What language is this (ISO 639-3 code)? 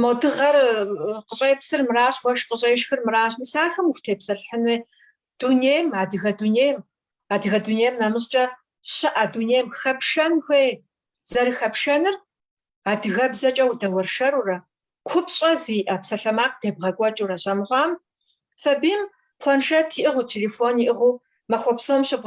kbd